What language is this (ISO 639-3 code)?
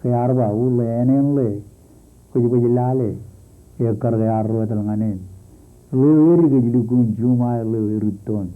mah